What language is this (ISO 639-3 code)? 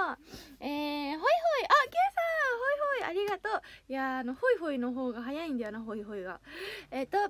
jpn